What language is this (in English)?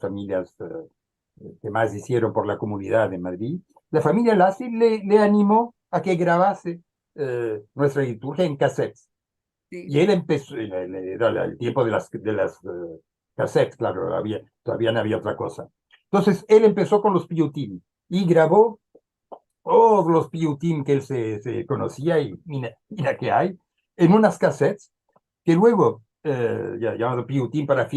Ladino